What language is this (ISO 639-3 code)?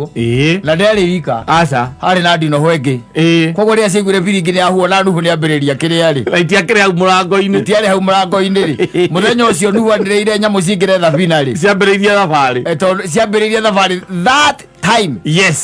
kik